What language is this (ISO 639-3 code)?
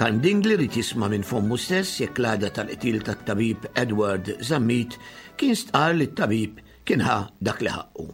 mlt